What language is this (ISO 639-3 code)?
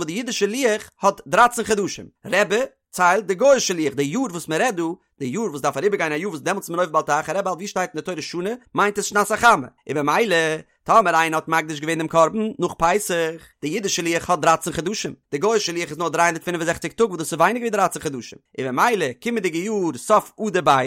yid